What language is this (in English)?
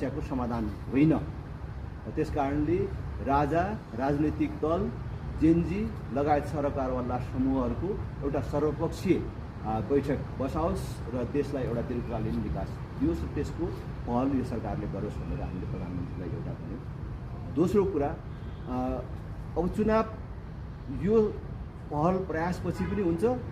Nepali